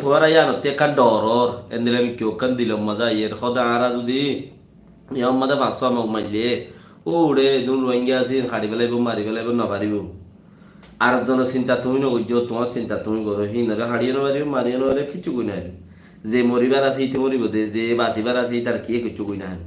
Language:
Rohingya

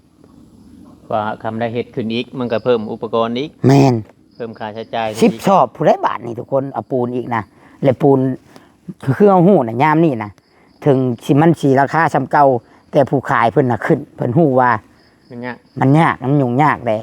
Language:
Northeastern Thai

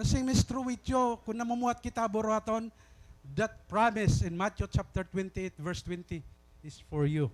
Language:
Waray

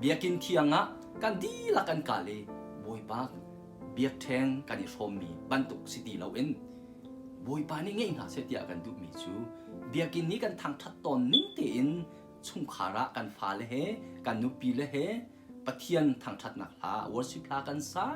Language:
Hakha Chin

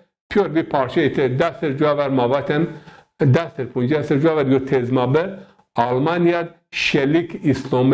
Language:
Zaza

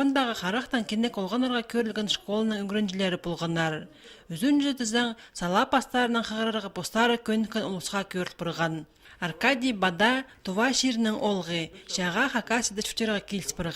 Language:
Khakas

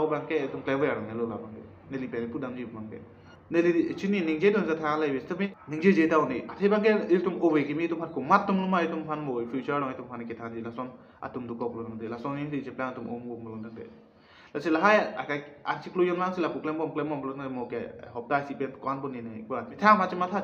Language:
Karbi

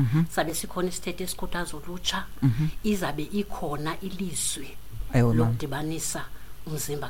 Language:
Xhosa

